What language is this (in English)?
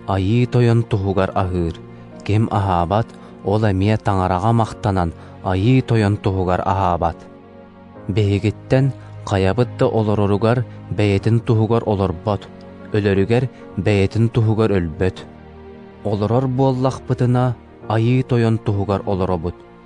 Yakut